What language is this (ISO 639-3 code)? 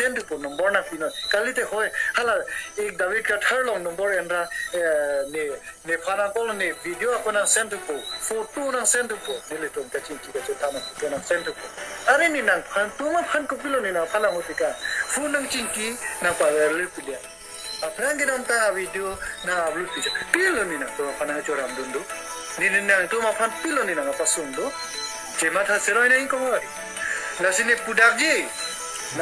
mjw